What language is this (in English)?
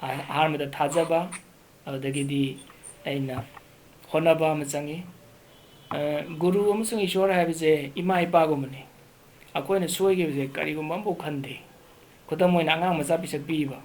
Manipuri